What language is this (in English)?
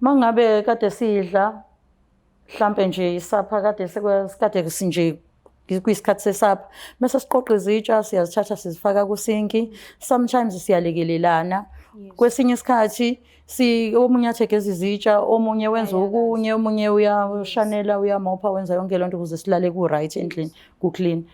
Zulu